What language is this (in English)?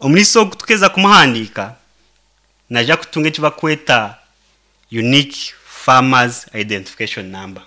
Nyankole